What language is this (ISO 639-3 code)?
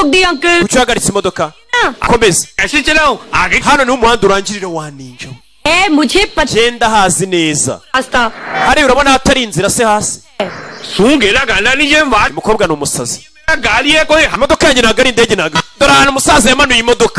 kin